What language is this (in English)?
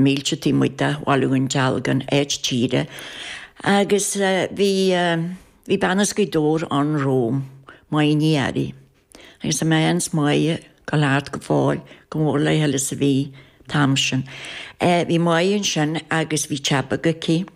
Irish